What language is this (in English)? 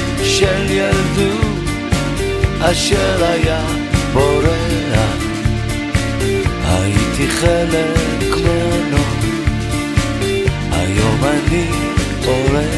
Hebrew